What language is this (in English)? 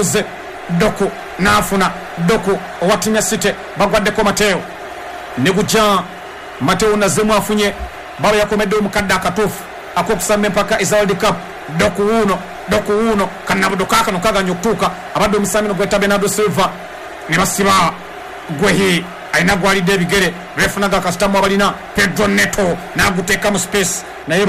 Ganda